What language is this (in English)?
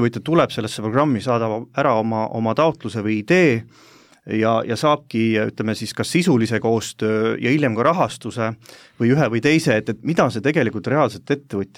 Estonian